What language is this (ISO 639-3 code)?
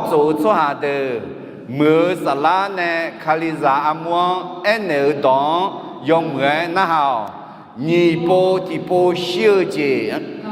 ahk